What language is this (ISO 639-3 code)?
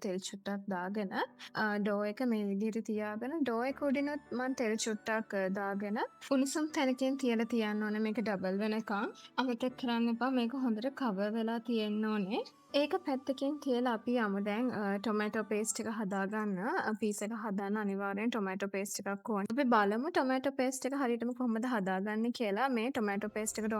sin